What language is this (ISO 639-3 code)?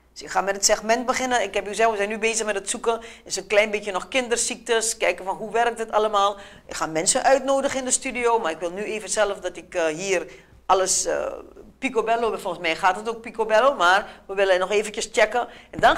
nld